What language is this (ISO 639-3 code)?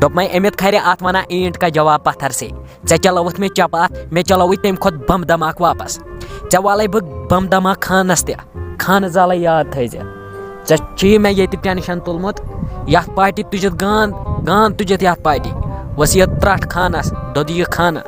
kas